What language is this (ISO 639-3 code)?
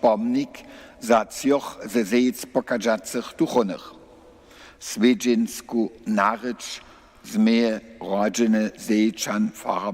hsb